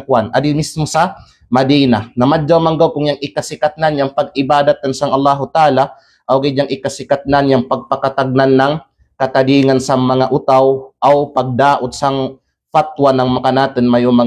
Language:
Kalagan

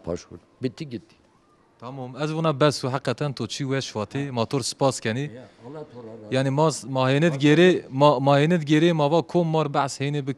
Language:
Zaza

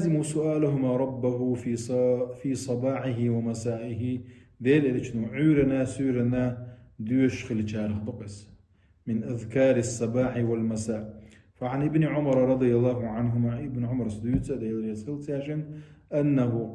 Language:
Chechen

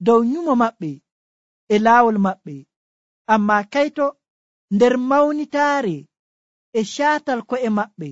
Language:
Nigerian Fulfulde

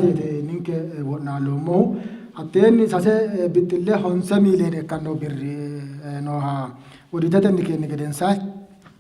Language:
Sidamo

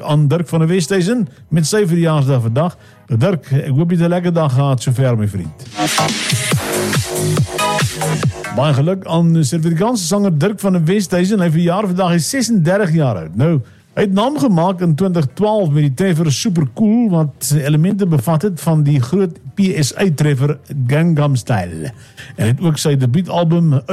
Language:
Afrikaans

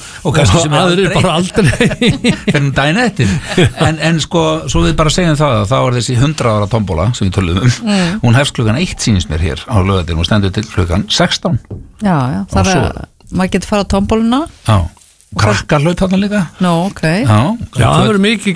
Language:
Icelandic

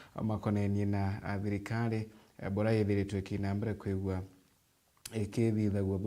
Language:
Meru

